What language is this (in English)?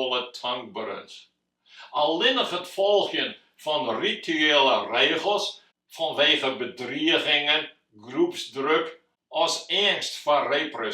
Western Frisian